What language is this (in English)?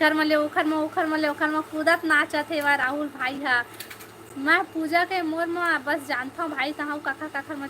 Chhattisgarhi